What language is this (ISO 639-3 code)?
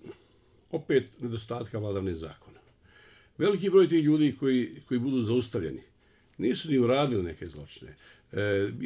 bos